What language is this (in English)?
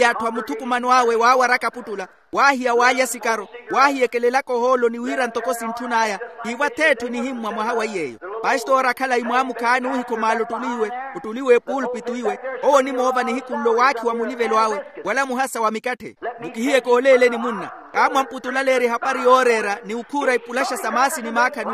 Makhuwa